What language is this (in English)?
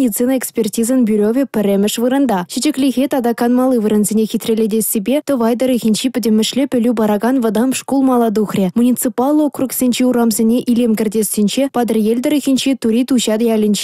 Chuvash